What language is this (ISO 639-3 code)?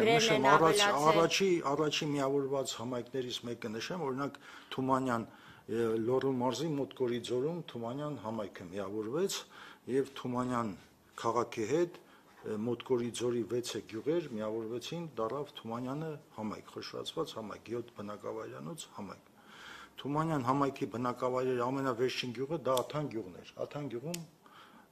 hye